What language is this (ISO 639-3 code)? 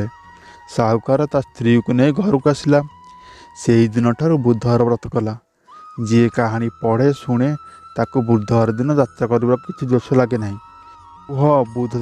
ori